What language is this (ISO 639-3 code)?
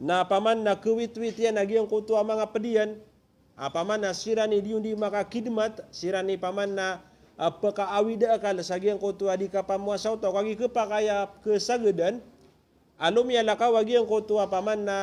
mrw